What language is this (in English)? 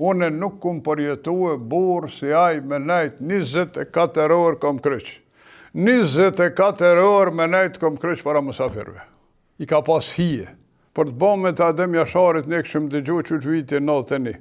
Albanian